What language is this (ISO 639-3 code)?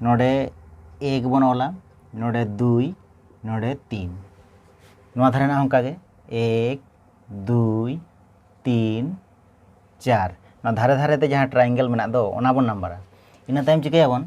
sat